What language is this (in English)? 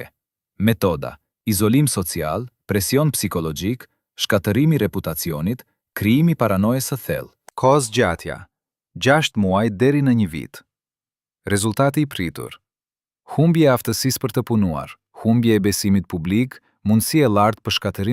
Albanian